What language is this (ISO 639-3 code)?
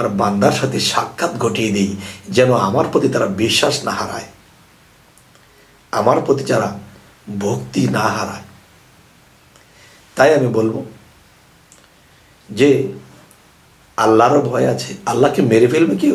ben